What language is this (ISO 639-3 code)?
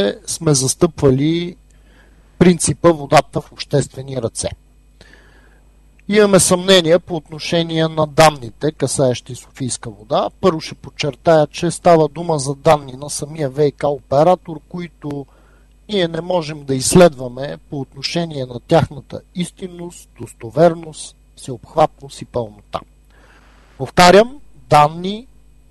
bul